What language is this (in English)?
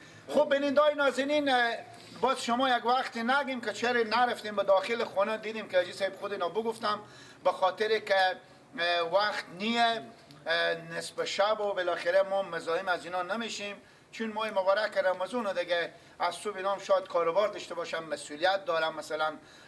Persian